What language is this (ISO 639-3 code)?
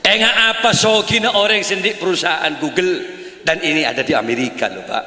mad